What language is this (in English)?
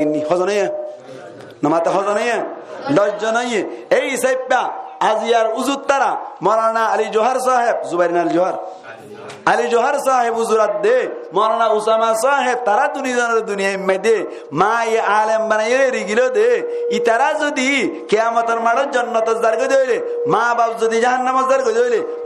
Rohingya